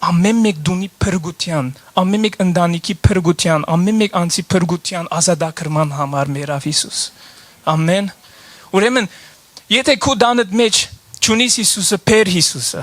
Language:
Western Armenian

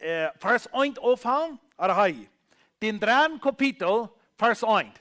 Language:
Plautdietsch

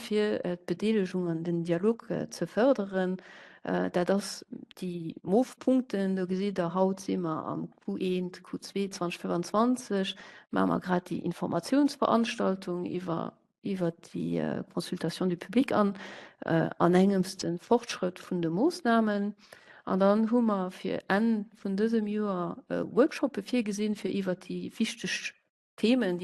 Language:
Luxembourgish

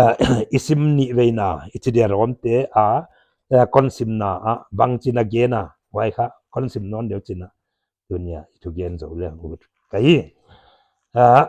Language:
Paite Chin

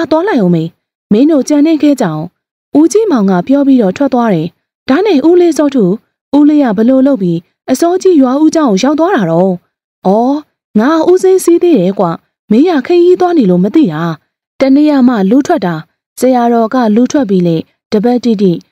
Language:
Burmese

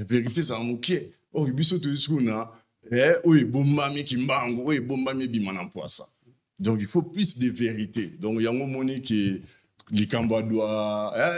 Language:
Lingala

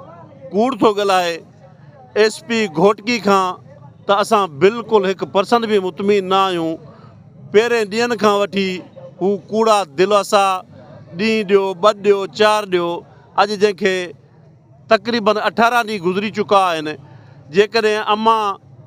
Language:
Sindhi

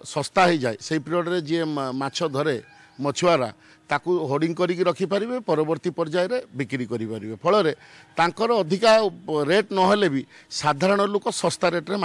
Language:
Odia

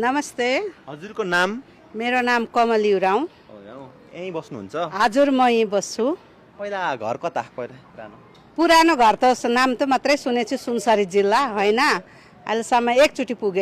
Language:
Nepali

